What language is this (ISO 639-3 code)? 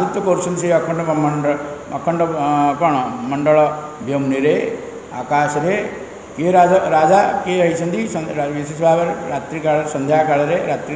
ori